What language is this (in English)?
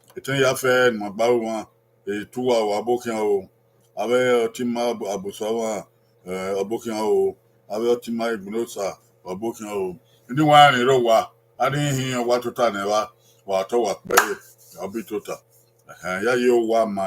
Bini